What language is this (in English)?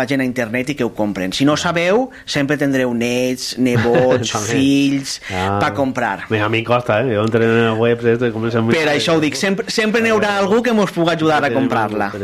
Catalan